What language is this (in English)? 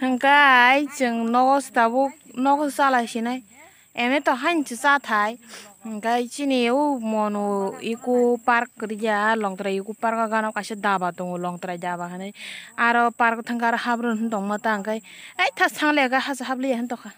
Kok Borok